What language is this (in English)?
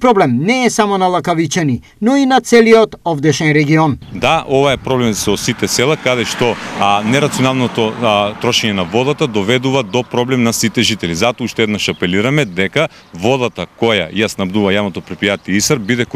Macedonian